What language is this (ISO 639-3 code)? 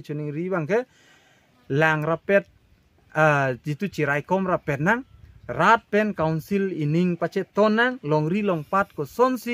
mjw